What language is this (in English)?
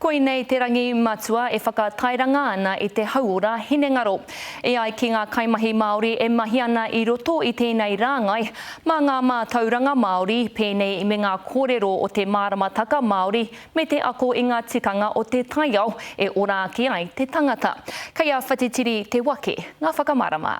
Māori